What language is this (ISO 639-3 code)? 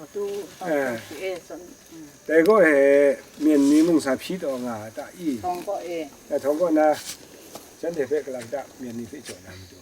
kac